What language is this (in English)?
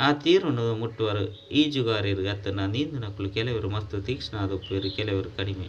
Tulu